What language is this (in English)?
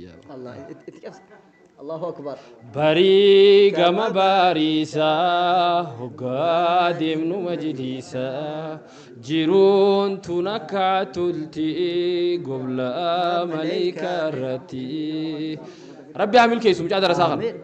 Oromo